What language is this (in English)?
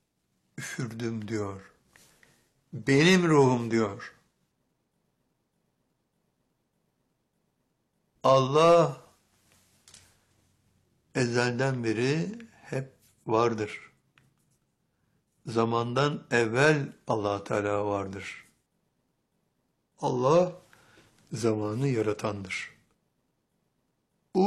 Turkish